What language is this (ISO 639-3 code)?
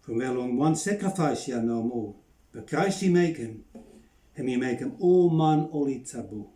bis